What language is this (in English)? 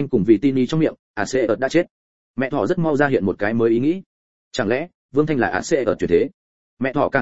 Vietnamese